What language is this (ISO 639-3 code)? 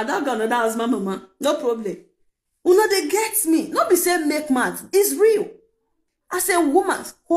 pcm